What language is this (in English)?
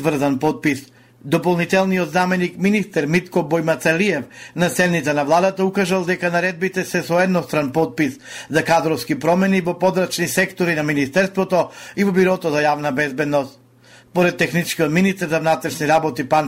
Macedonian